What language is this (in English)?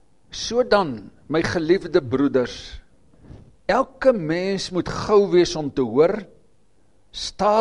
Afrikaans